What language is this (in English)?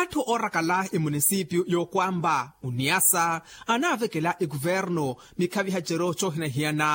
Makhuwa